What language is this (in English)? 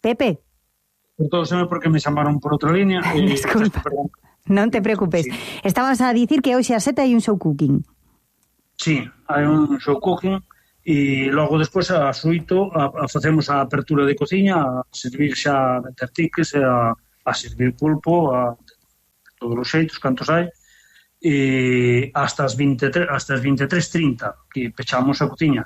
Galician